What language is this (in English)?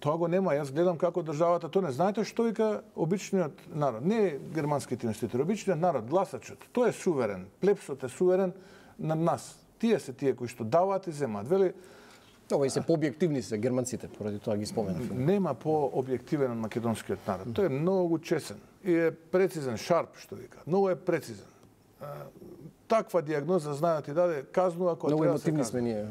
Macedonian